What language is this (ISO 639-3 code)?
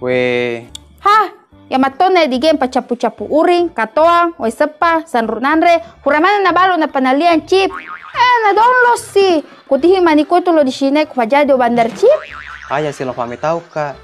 bug